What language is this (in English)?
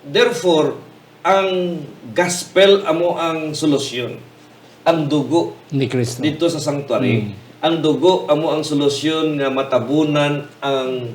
Hiligaynon